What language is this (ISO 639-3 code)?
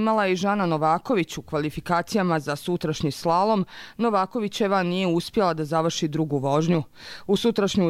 hrv